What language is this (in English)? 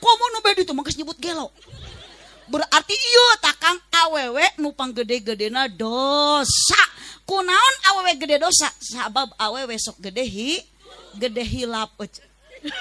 Sundanese